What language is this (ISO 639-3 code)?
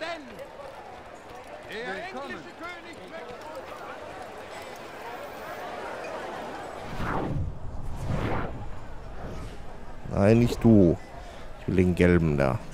deu